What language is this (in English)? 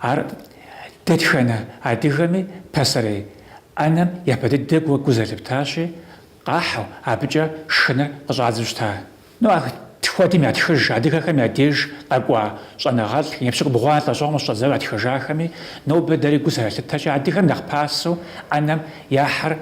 Kabardian